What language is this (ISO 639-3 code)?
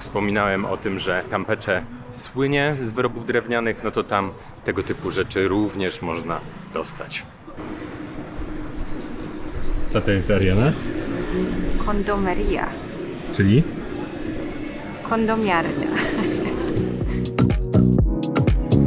pol